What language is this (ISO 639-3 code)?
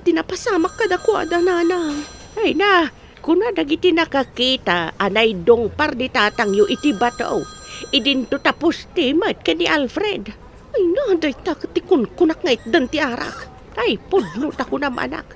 ilo